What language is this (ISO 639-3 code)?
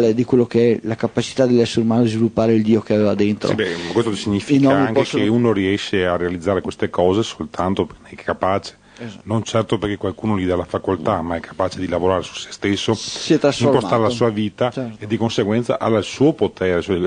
ita